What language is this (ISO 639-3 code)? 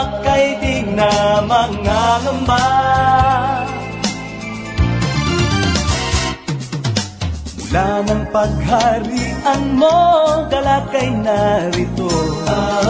fil